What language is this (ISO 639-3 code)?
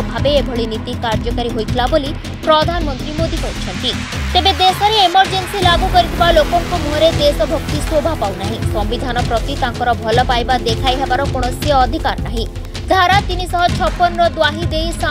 ori